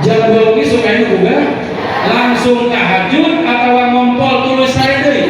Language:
Sundanese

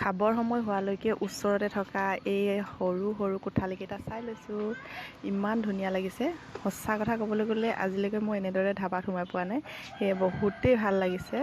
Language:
Assamese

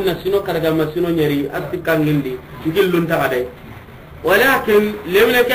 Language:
Soninke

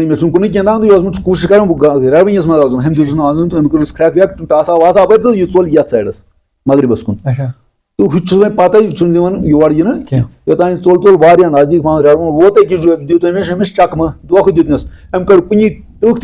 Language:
Kashmiri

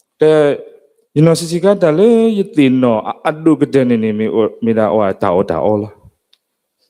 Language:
S'gaw Karen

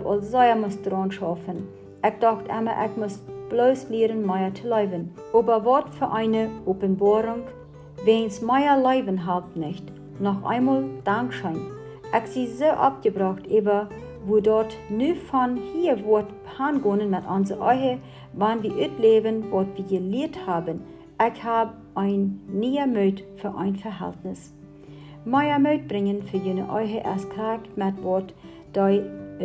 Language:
Plautdietsch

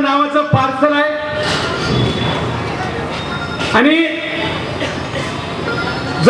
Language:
Marathi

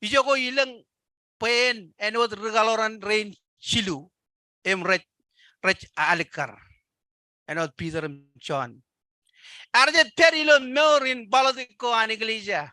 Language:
Marshallese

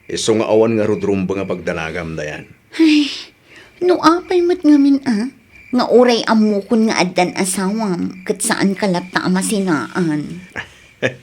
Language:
Iloko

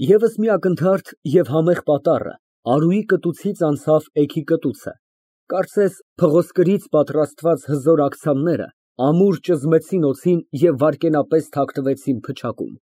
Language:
Armenian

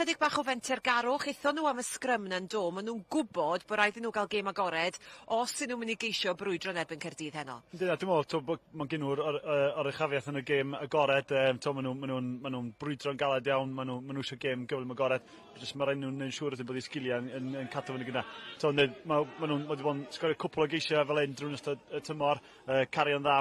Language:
Welsh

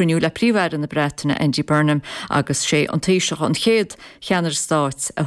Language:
Irish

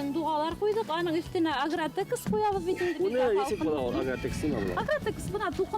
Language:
Bashkir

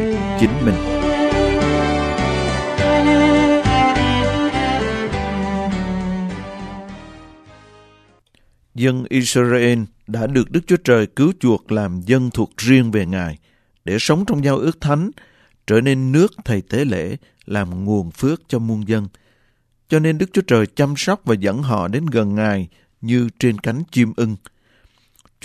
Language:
Vietnamese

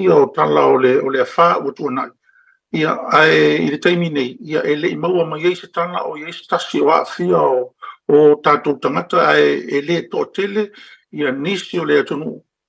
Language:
Samoan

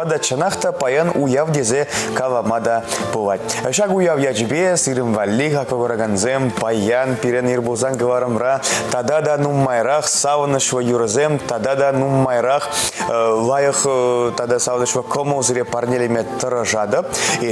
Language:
Chuvash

